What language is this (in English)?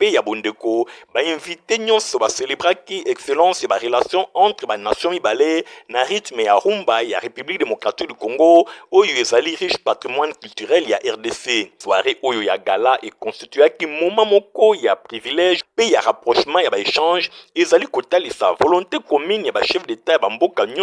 Lingala